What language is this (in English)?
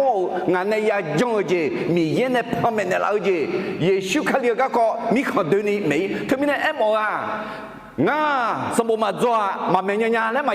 Akha